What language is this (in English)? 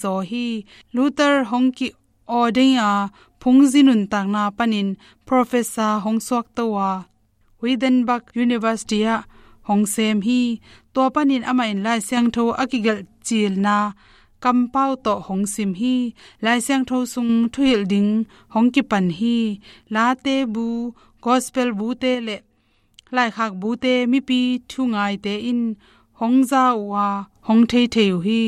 Tedim Chin